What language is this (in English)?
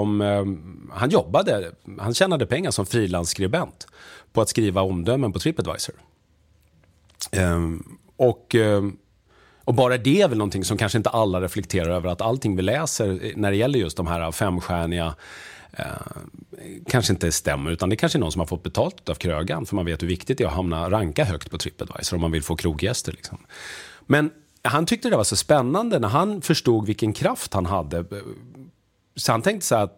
Swedish